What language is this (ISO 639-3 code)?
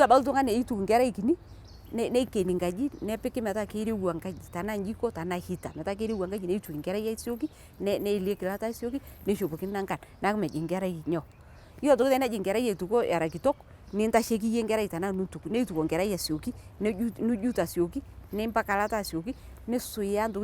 mas